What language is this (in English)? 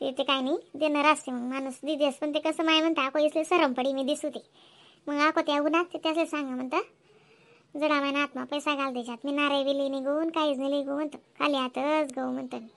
Khandesi